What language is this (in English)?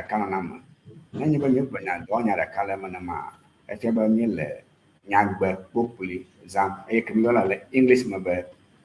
Ewe